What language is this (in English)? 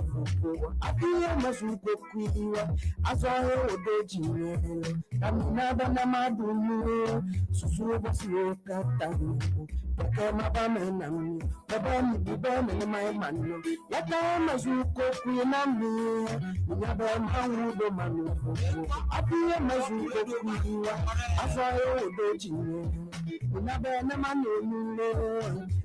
Ewe